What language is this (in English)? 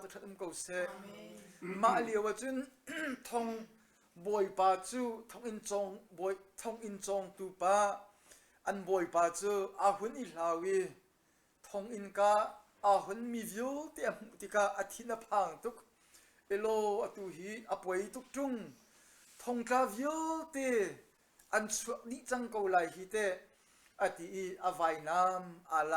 Hakha Chin